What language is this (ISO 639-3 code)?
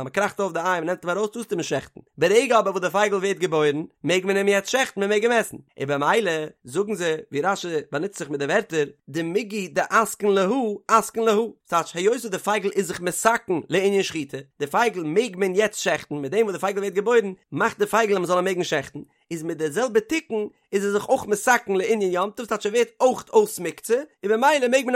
yid